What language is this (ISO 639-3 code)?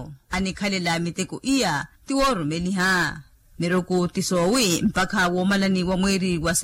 vmw